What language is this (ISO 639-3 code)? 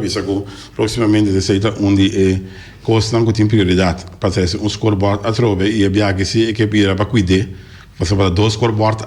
pap